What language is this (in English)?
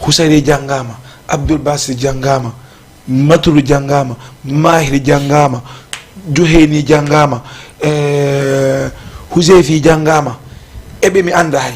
Fula